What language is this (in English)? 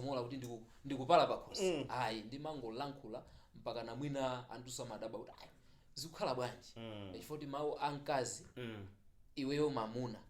Nyanja